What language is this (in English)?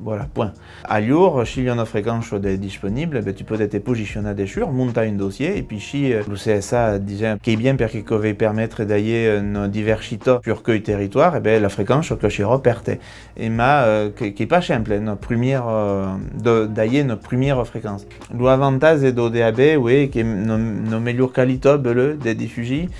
Occitan